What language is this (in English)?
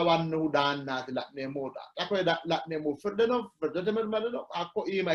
Sidamo